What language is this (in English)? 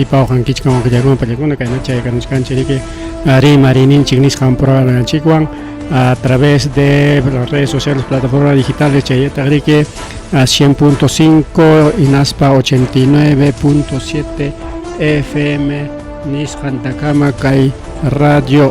Ayacucho Quechua